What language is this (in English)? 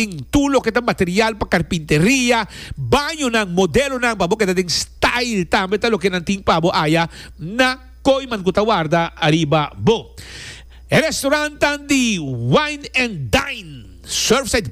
Papiamento